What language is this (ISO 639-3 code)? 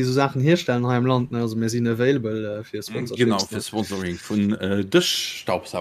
ltz